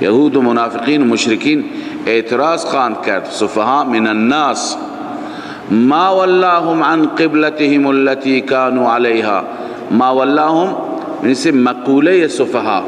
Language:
Persian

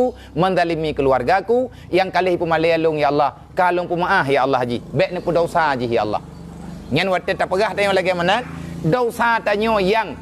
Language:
Achinese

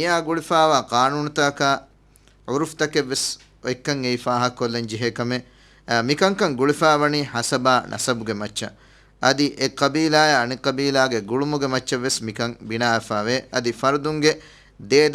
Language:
Divehi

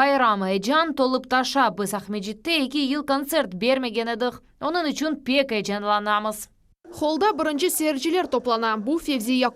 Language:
Crimean Tatar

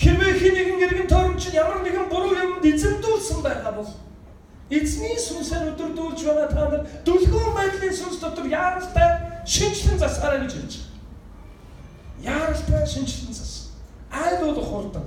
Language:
Mongolian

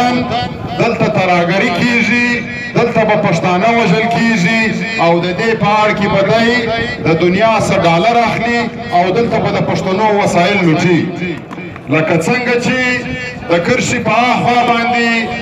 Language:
Pashto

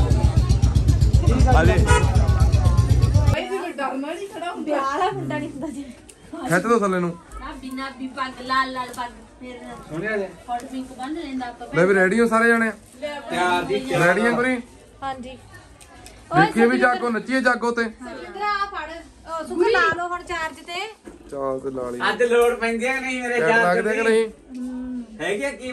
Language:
Punjabi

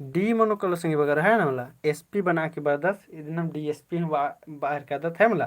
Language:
Kurukh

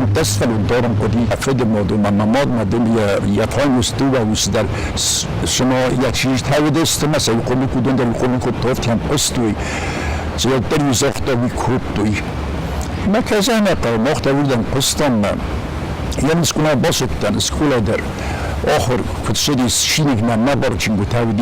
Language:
Ossetic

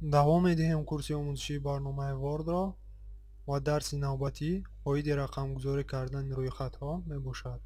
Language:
Tajik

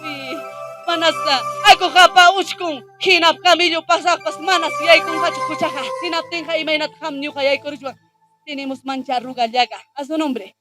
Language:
Ayacucho Quechua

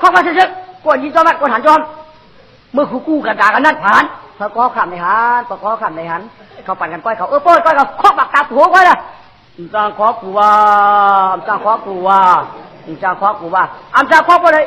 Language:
Shan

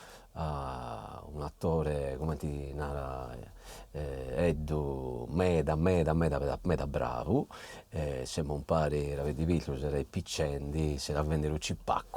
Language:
Sardinian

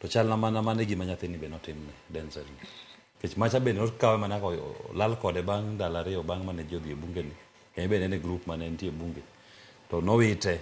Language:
Luo (Kenya and Tanzania)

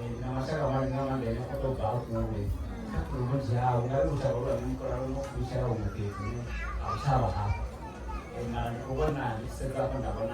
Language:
Venda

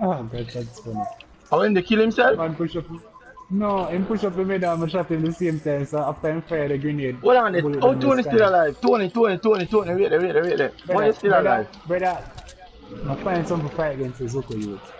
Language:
Jamaican Creole English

